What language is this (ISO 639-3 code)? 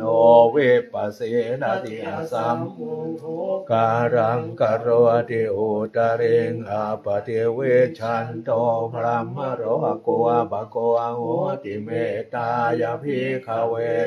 pli